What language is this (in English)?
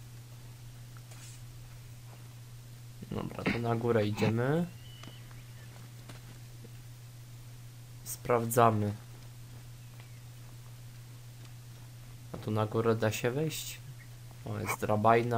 Polish